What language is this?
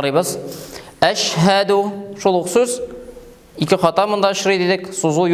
Tatar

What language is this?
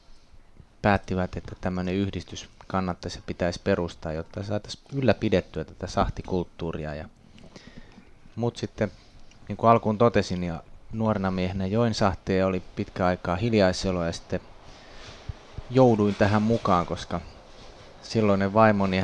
Finnish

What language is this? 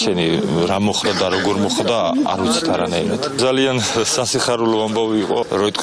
Georgian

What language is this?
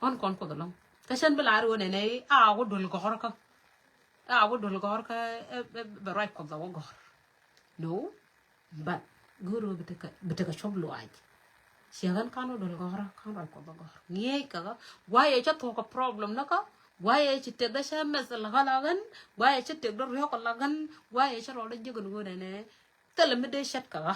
Nuer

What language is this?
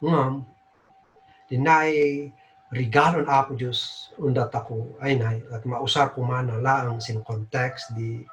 Kankanaey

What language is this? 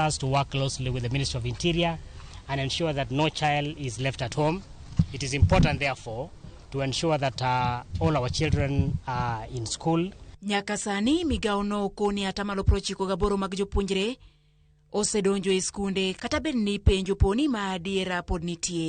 Luo (Kenya and Tanzania)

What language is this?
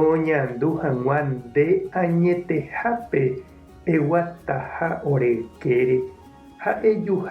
Guarani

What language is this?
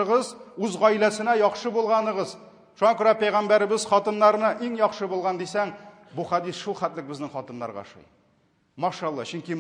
Tatar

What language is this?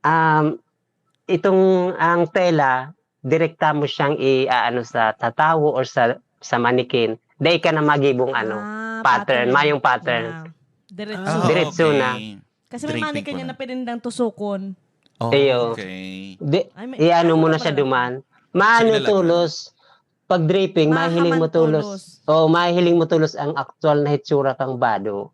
Bikol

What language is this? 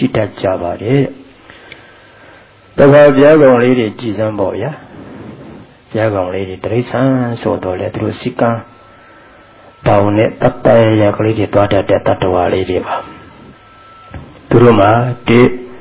Burmese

